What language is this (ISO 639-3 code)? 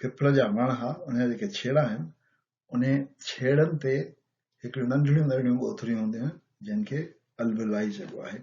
snd